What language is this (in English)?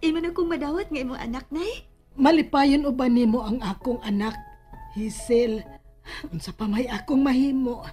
Cebuano